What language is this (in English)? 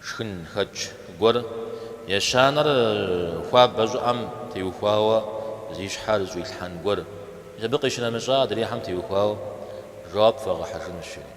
Kabardian